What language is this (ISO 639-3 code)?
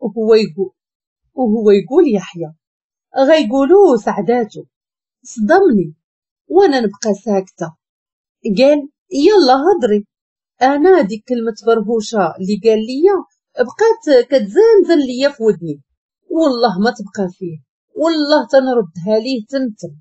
ary